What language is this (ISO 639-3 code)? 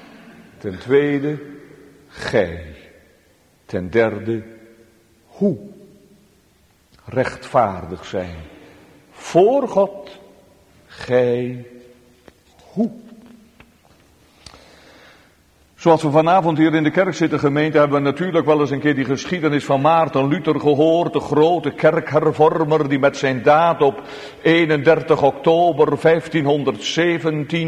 nld